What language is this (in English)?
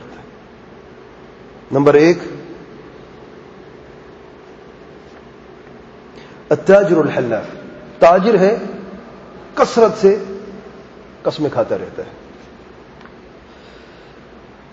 Urdu